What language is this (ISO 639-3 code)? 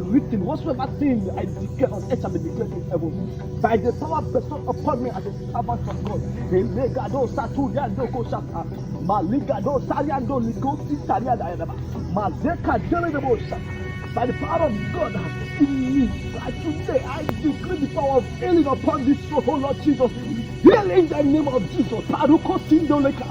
pcm